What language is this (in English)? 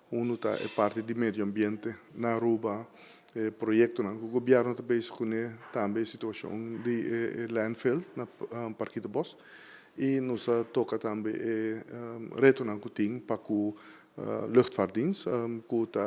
Papiamento